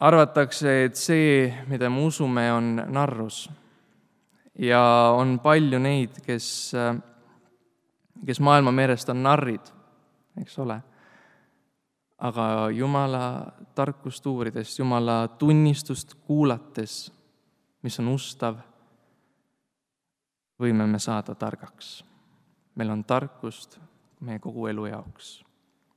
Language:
Estonian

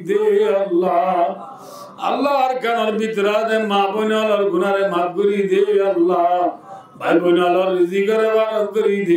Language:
Rohingya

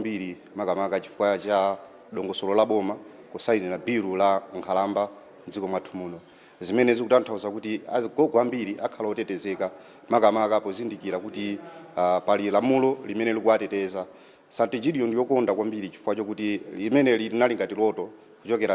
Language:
Nyanja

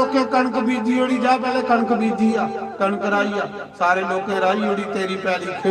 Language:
Dogri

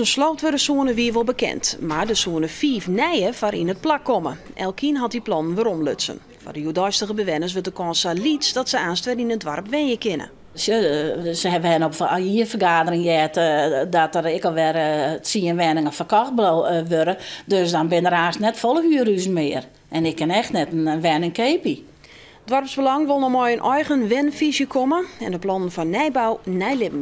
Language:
Western Frisian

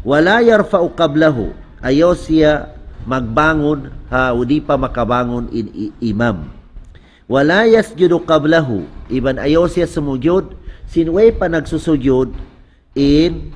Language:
Tausug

